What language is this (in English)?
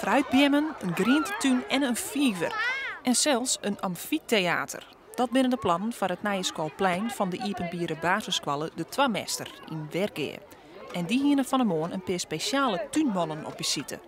Western Frisian